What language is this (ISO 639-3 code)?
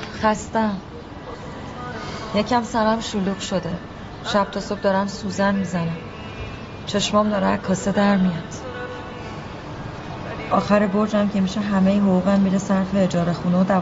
fas